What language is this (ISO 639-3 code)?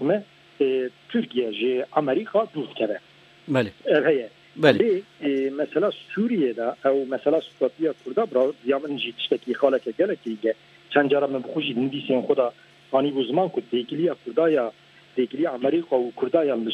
kur